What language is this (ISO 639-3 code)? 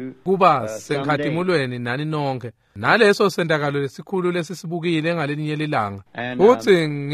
ssw